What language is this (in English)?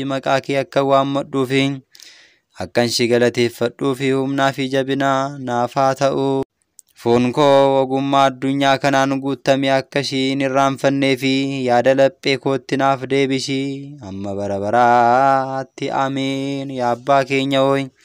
Oromo